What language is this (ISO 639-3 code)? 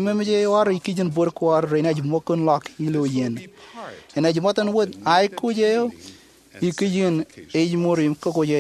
mah